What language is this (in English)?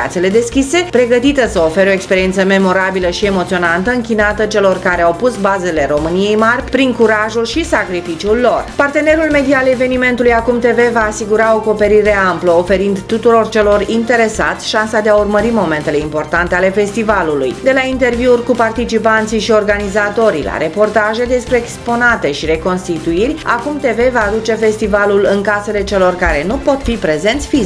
Romanian